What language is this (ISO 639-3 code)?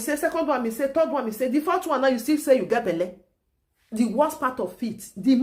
pcm